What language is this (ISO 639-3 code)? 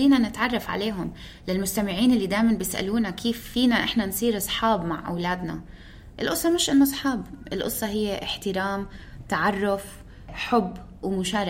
apc